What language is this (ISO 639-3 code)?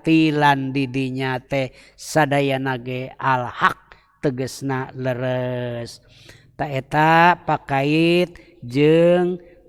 sun